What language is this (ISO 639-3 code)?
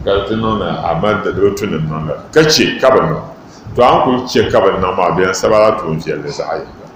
dag